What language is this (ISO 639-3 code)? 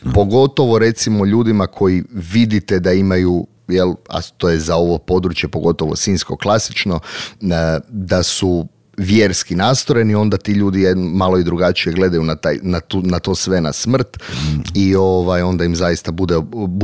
hrv